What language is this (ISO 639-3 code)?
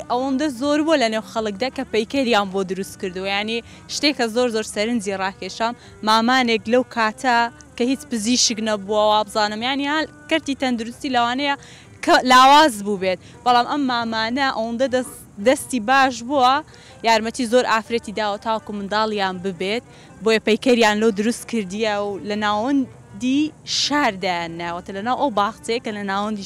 ckb